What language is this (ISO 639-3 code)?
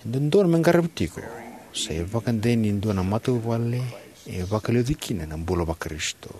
fij